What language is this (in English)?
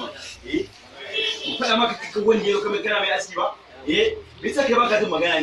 Hausa